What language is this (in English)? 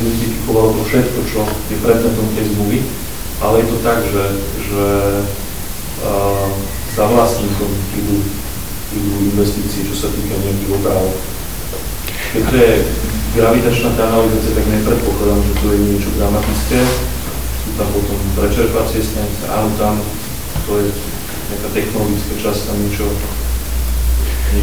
Slovak